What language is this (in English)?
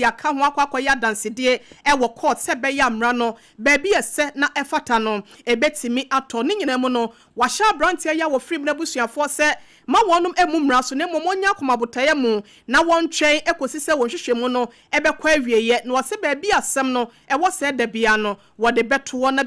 Akan